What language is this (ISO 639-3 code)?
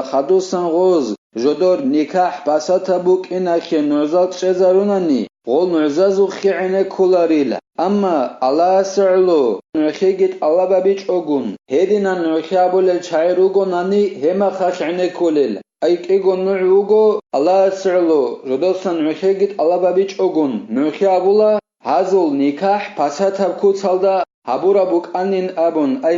ava